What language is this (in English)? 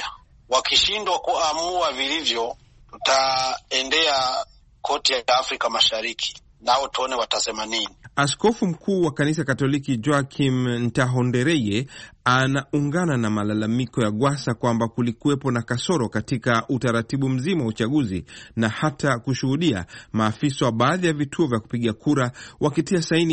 Swahili